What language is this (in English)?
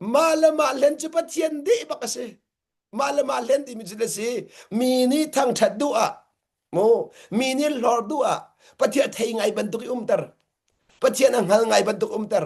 Hakha Chin